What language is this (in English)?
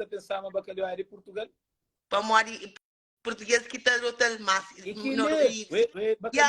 Kabuverdianu